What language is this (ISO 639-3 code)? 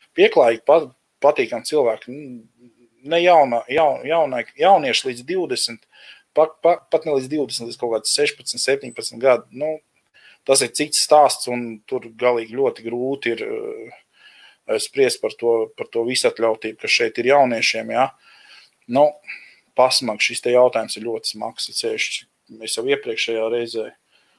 lav